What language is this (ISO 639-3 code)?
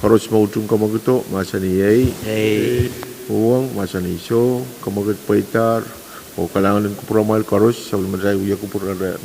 pon